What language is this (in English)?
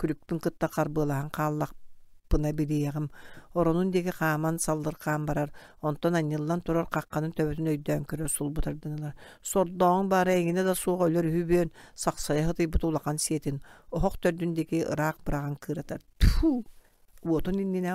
Yakut